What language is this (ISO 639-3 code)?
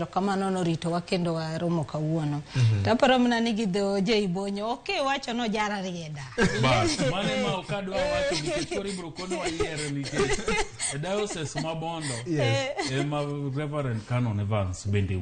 luo